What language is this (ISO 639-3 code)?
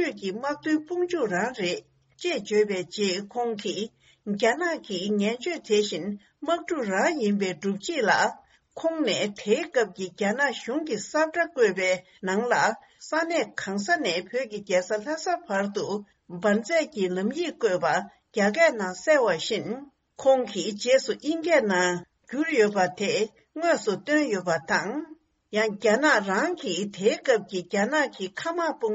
bod